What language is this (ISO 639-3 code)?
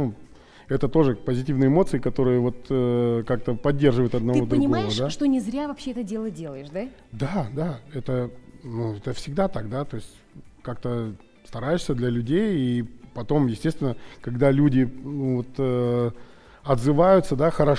rus